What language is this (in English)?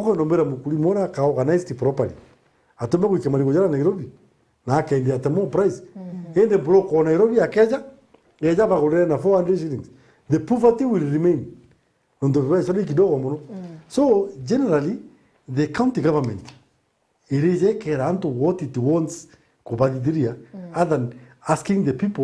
Meru